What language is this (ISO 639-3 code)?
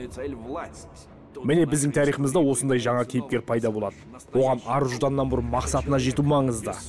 kaz